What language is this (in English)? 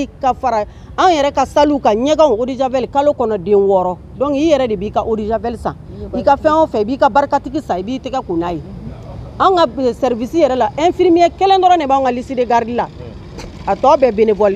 Bambara